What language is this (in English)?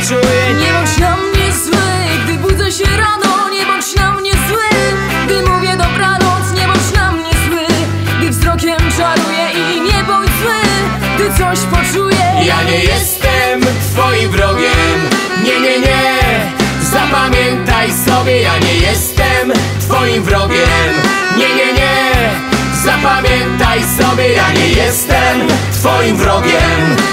Polish